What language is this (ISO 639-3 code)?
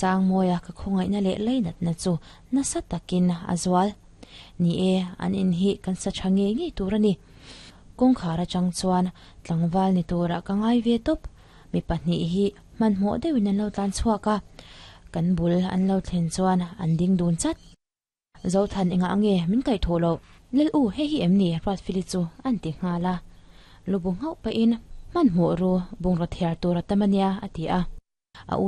lus